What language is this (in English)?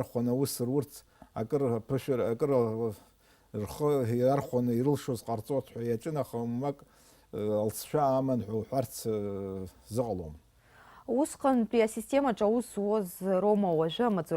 Abkhazian